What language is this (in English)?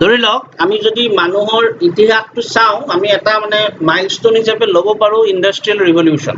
Assamese